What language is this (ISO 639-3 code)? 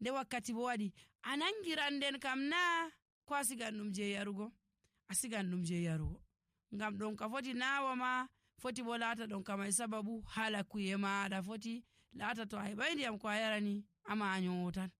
fuv